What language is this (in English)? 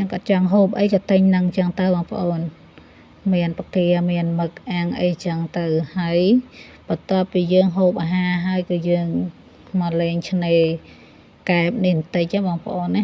Khmer